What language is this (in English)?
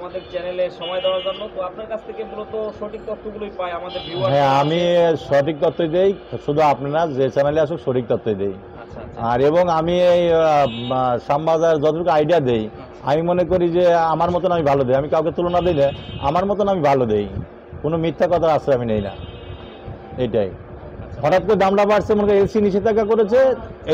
Bangla